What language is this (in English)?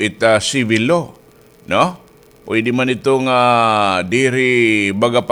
Waray